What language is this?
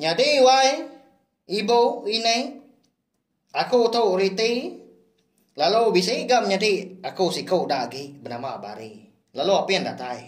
Iban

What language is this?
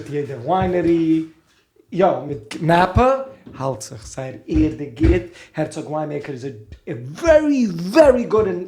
Yiddish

